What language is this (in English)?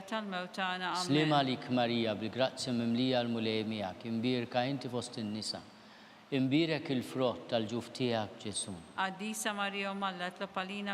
Maltese